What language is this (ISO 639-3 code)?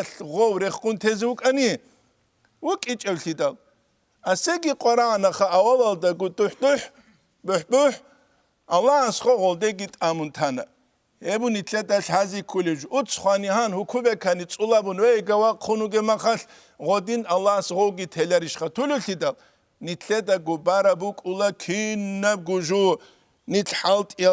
ava